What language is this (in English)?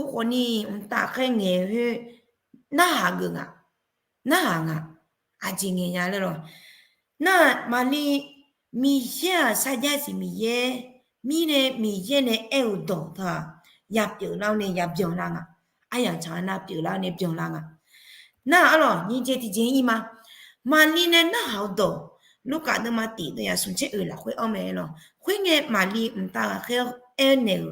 Akha